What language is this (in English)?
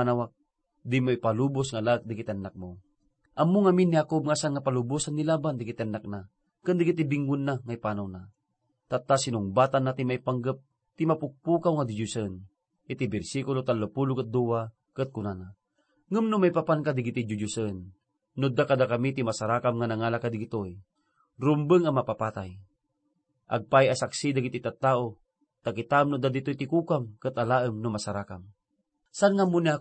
Iloko